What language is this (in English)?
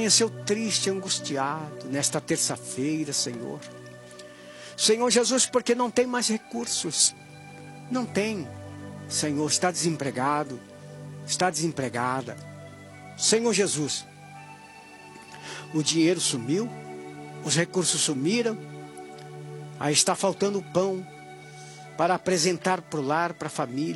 Portuguese